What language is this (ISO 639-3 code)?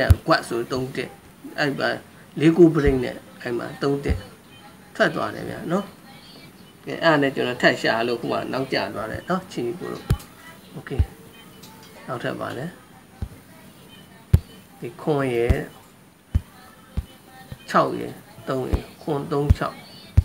mya